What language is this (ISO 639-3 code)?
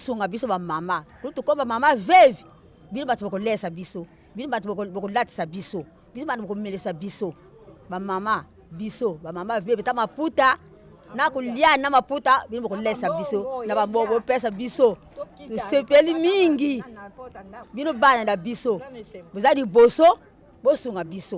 lin